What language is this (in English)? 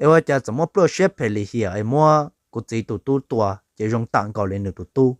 Hmong